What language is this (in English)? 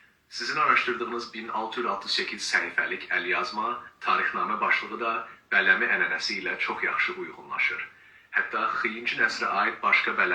South Azerbaijani